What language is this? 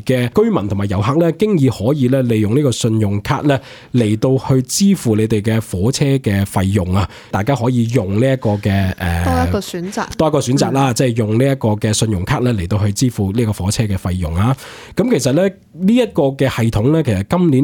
Cantonese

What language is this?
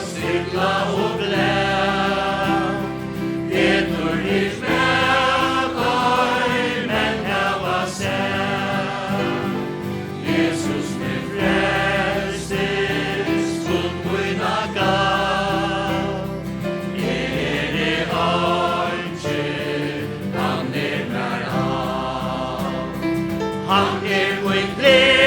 Faroese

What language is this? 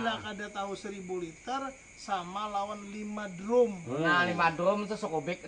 Banjar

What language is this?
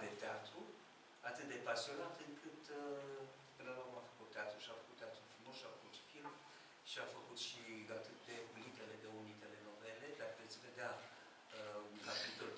Romanian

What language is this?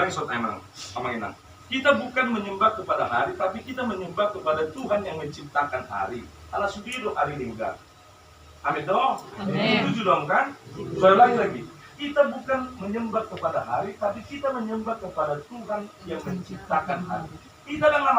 Batak Toba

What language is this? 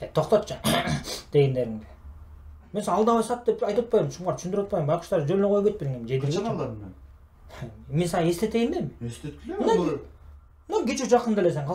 Kyrgyz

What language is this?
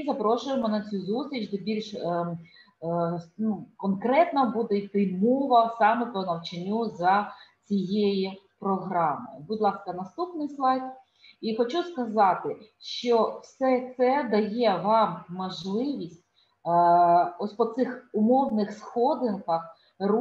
Ukrainian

